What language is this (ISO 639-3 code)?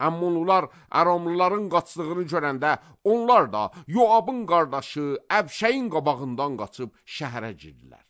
aze